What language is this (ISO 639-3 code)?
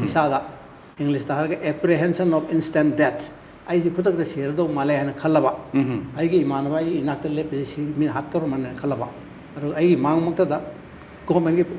mni